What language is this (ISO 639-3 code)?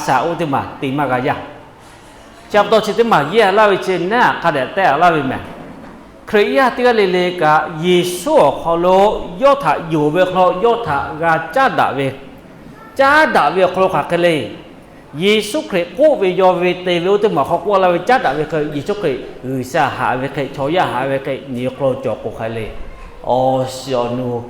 lhu